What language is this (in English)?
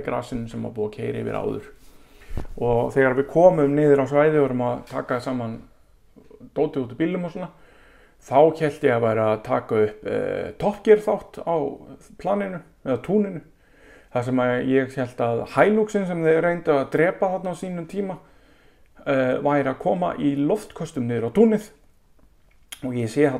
Icelandic